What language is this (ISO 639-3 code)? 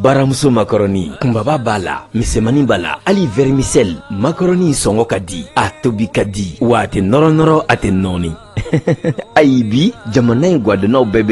bam